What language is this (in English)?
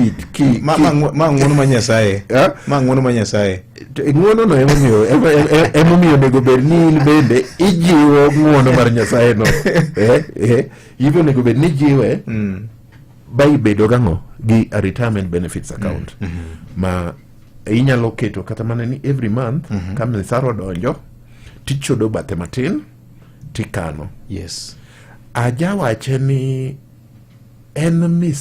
Luo (Kenya and Tanzania)